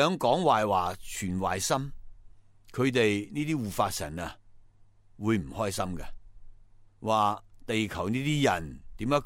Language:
Cantonese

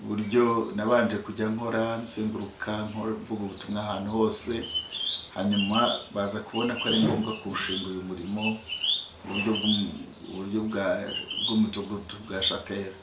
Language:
Kinyarwanda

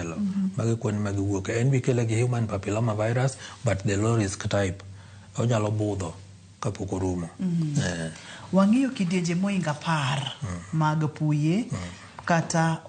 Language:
Luo (Kenya and Tanzania)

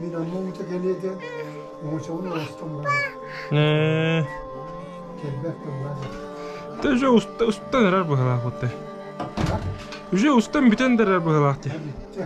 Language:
Yakut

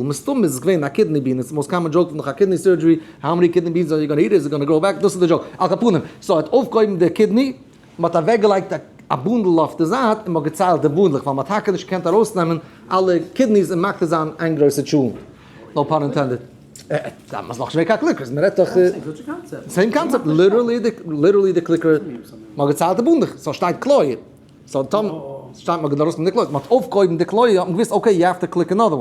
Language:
Yiddish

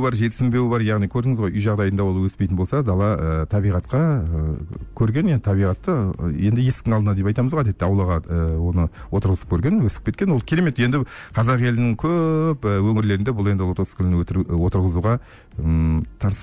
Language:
Kazakh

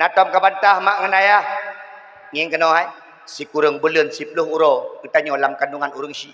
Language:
Achinese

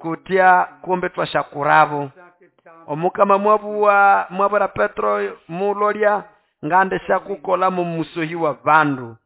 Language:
Nande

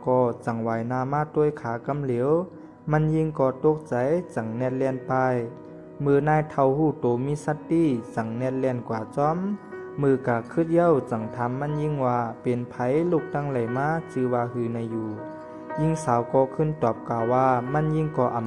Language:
Shan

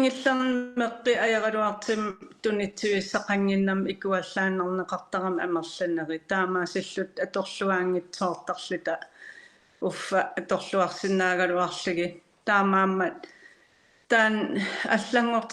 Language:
Kalaallisut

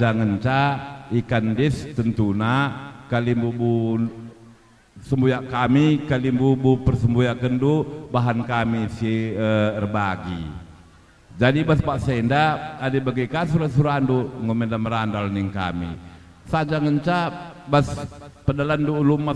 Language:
Batak Karo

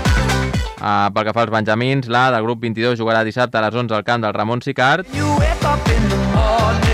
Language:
Catalan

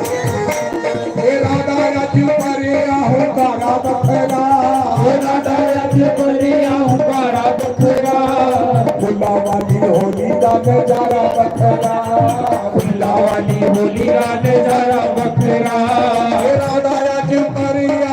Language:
Dogri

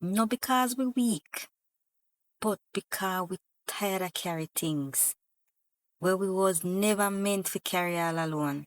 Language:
Jamaican Creole English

